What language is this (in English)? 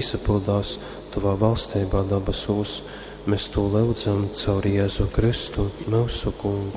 Latgalian